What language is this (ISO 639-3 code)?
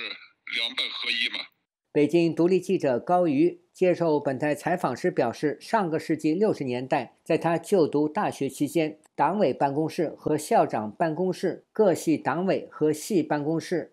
zho